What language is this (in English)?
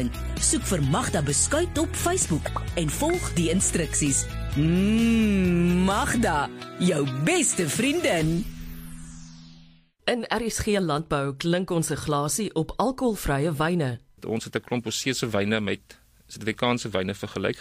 Afrikaans